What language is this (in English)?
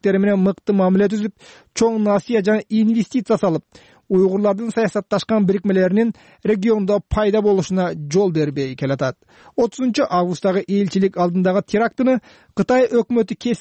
Kyrgyz